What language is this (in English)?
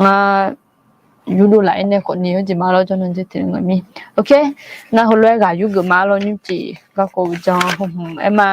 Akha